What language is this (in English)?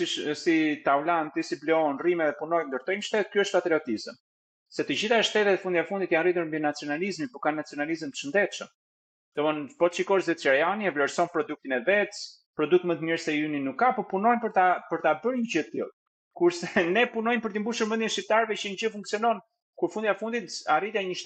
Albanian